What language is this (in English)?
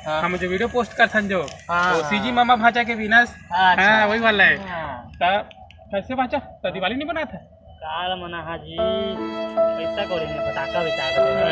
Chhattisgarhi